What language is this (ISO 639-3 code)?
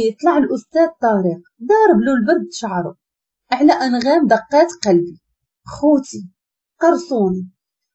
ary